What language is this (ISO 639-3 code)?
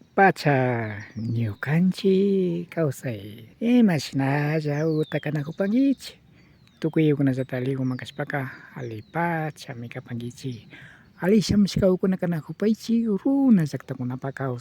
qvi